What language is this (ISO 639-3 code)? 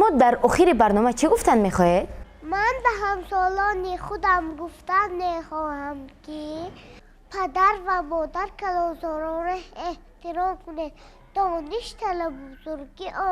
tgk